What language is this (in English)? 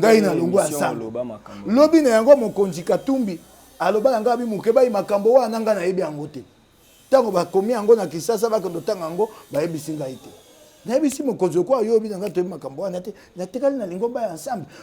Lingala